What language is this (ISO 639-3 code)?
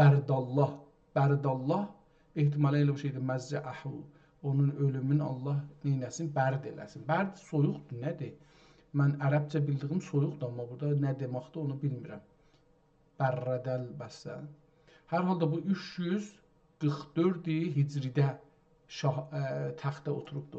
azb